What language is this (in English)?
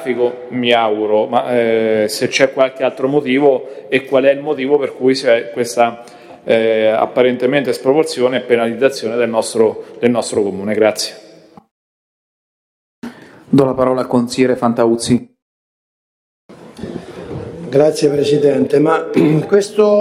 Italian